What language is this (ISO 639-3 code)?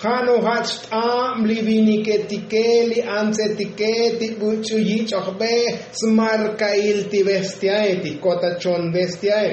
tzo